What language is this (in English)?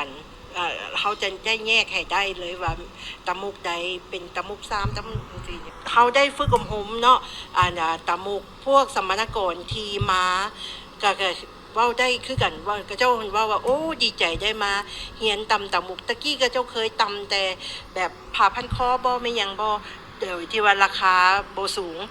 Lao